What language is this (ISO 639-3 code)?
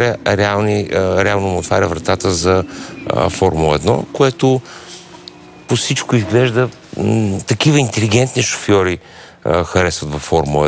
bul